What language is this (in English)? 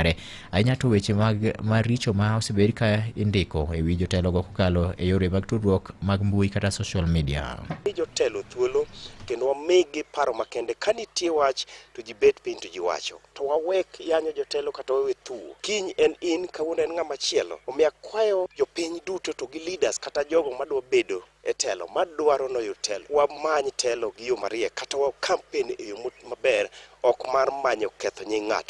Luo (Kenya and Tanzania)